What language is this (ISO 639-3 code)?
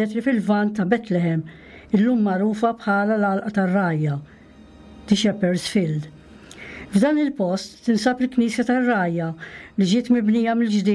mlt